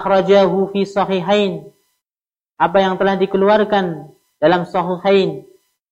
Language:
Indonesian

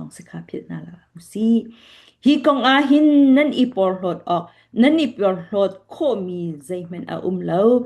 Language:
Falam Chin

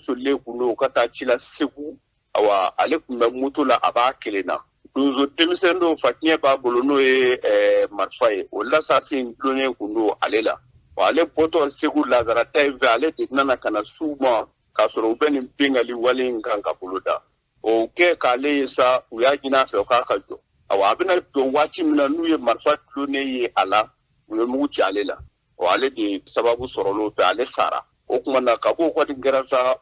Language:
Bambara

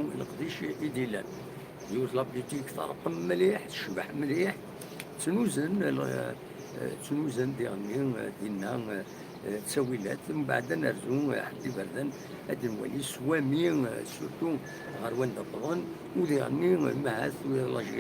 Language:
Kabyle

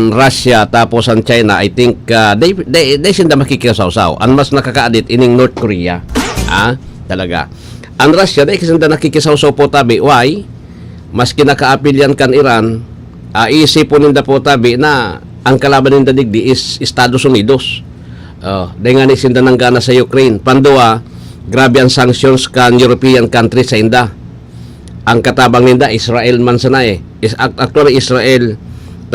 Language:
Bikol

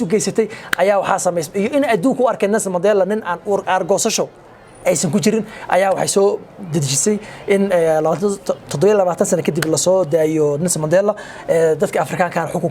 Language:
Somali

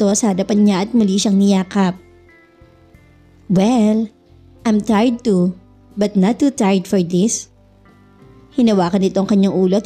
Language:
Filipino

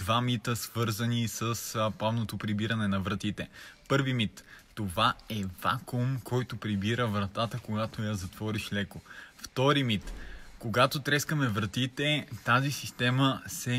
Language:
Bulgarian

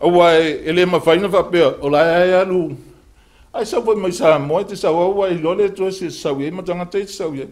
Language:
Samoan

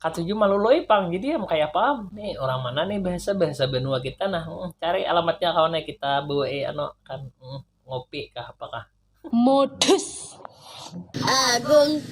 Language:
Banjar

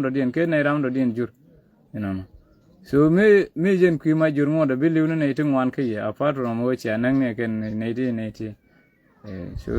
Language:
Nuer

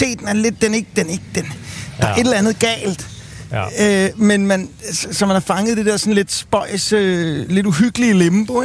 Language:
Danish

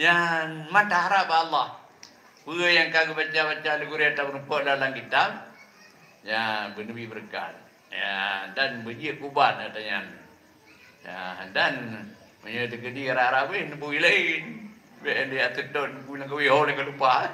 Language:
Achinese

